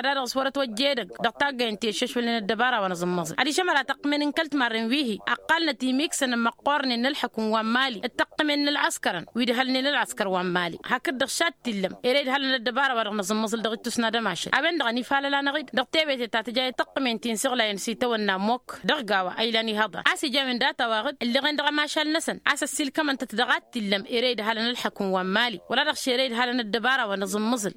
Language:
Tamasheq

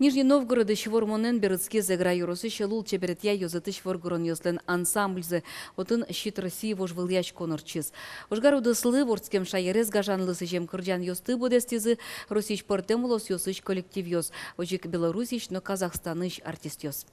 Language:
Udmurt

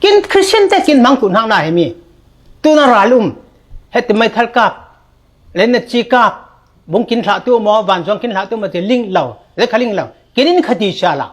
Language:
Falam Chin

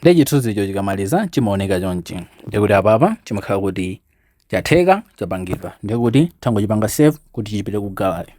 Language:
Nyanja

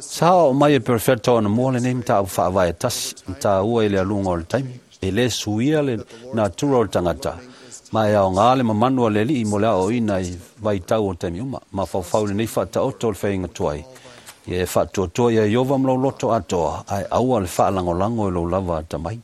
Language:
Samoan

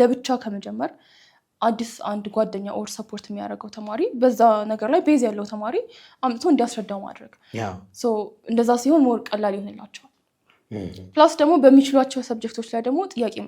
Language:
Amharic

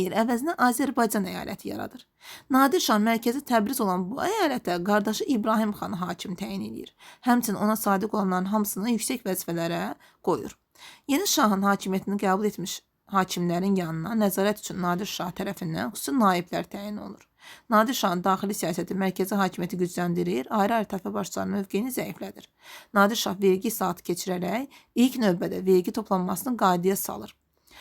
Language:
Azerbaijani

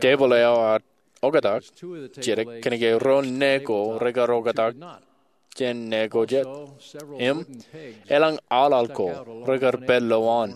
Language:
Marshallese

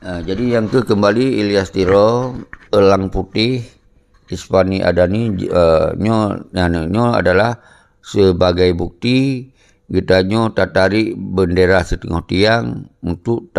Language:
Achinese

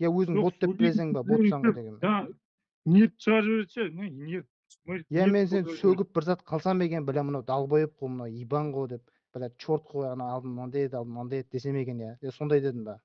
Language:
Kara-Kalpak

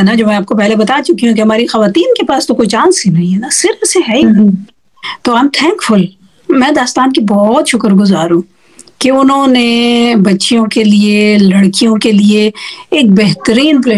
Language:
Urdu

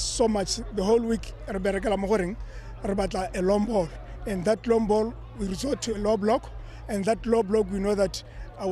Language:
Tswana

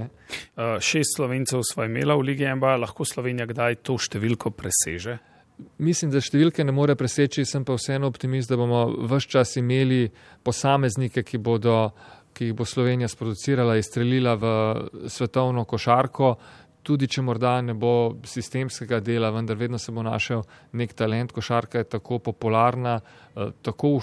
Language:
Slovenian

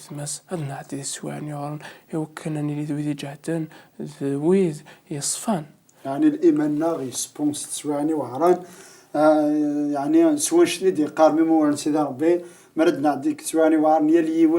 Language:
Kabyle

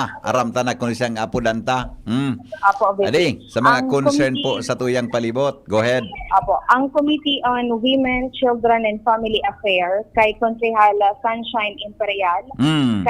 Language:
Bikol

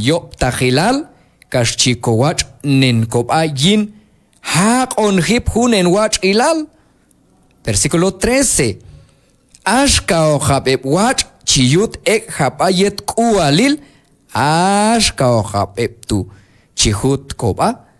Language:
Q'anjob'al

